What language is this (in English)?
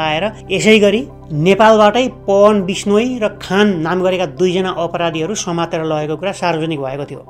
Nepali